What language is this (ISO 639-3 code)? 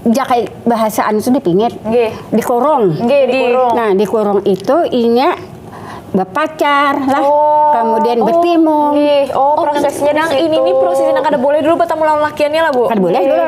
bjn